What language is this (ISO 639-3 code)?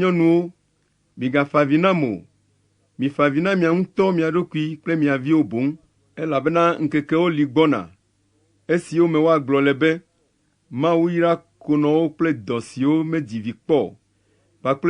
ewe